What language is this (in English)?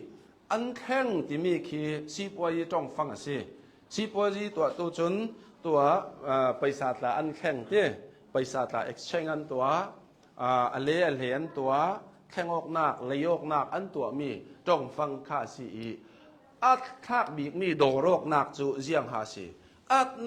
Hakha Chin